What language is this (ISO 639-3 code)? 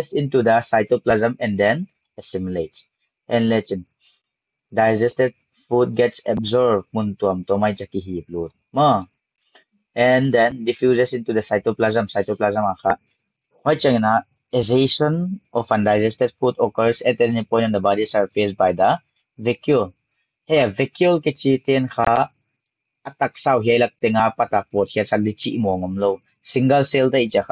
pck